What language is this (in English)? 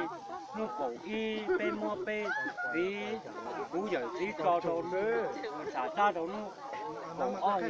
Hmong